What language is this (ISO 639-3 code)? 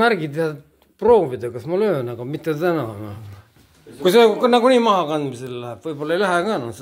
est